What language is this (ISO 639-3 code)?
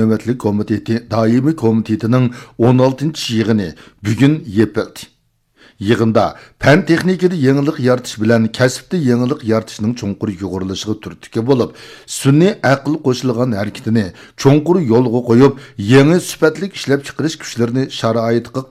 uig